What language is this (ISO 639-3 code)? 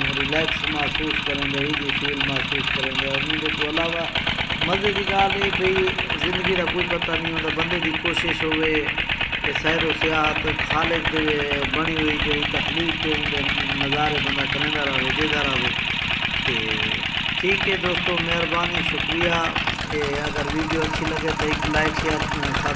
skr